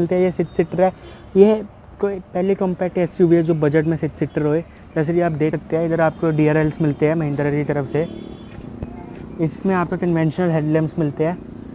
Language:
Hindi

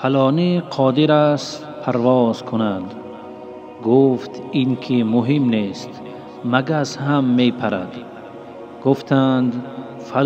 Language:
Tajik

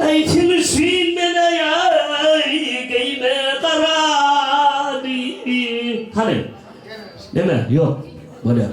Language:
Turkmen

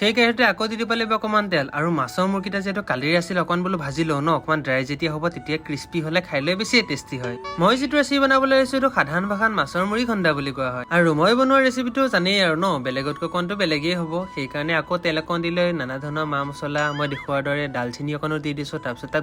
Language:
Assamese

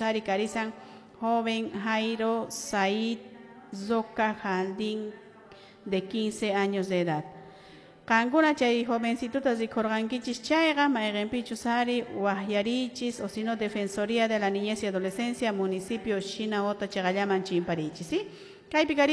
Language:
Quechua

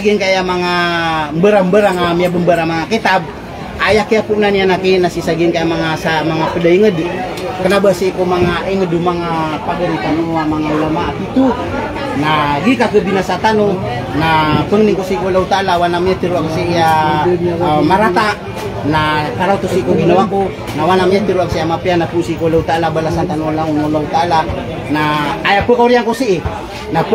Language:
Maranao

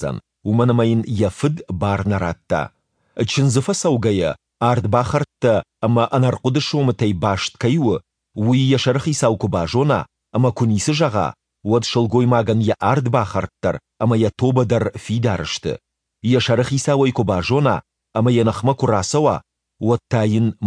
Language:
Ossetic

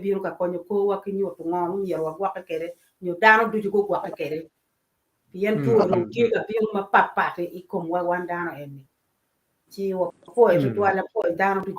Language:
Acoli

